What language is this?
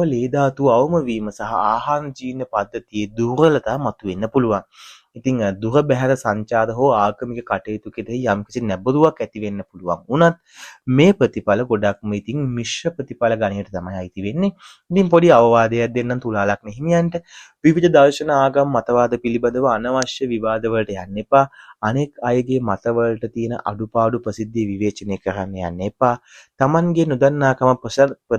Sinhala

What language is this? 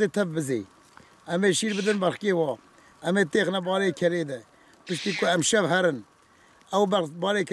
Kurdish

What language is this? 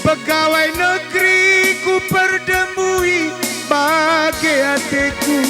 Batak Karo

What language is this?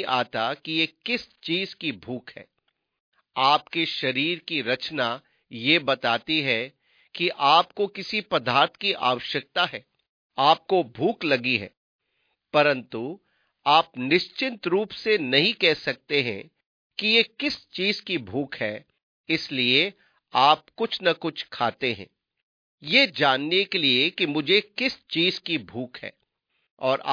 Hindi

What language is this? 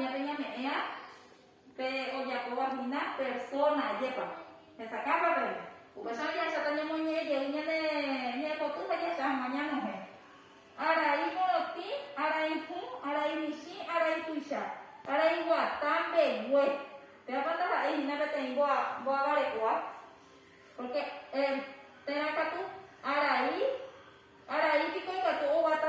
Guarani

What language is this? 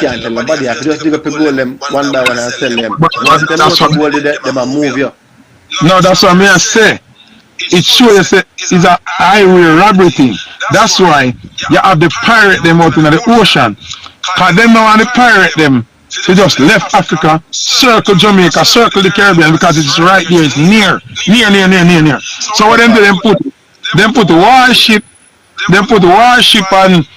Jamaican Creole English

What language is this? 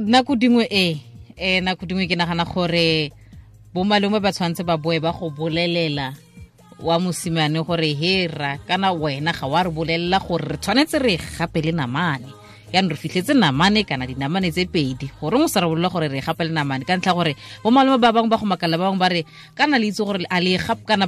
Tswana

